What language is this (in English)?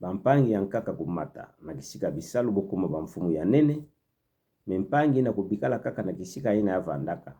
Kituba (Democratic Republic of Congo)